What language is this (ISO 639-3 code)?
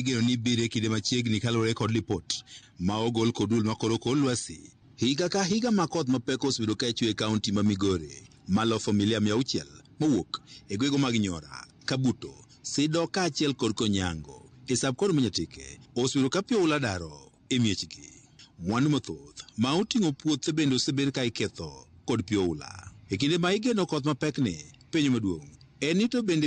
luo